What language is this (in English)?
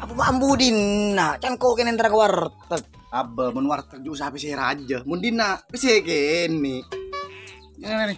Madurese